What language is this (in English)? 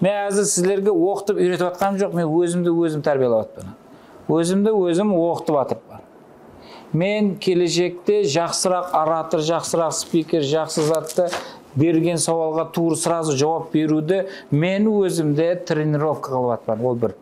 Kara-Kalpak